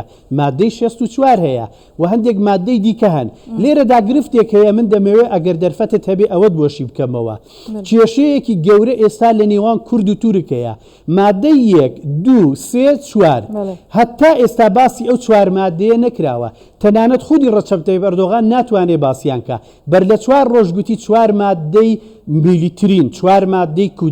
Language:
Central Kurdish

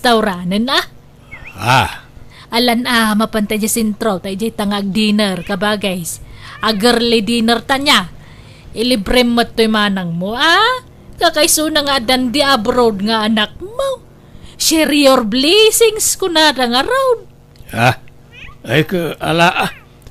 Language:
Iloko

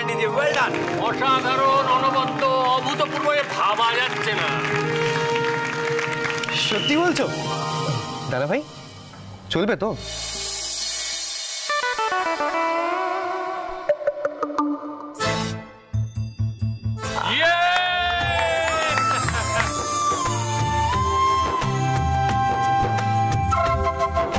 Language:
Bangla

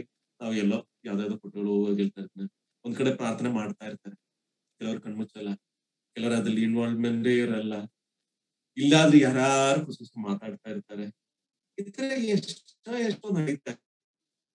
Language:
Kannada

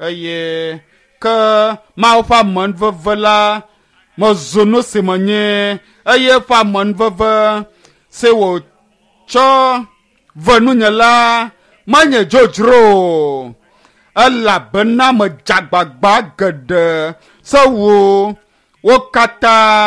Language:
Ewe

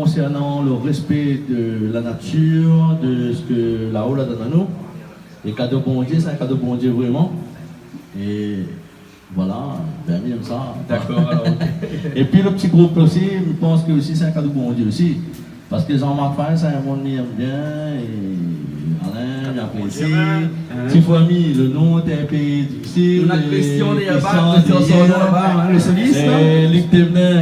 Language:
Réunion Creole French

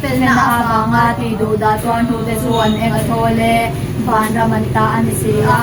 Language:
Mizo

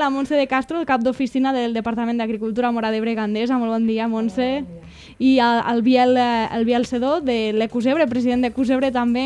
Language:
Catalan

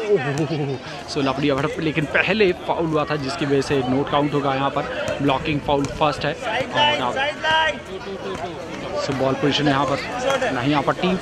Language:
Hindi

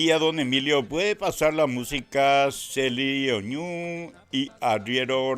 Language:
Guarani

